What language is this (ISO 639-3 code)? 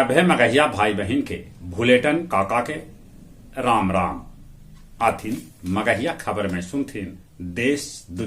mag